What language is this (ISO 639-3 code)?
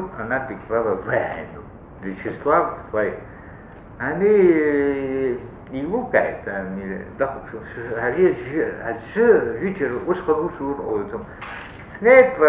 abk